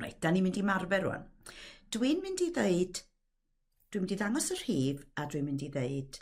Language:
Welsh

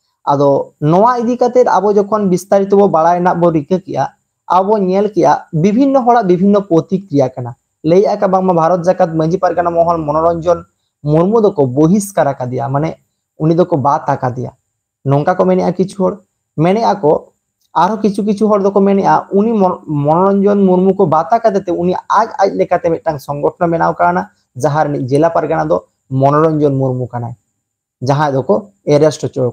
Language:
Santali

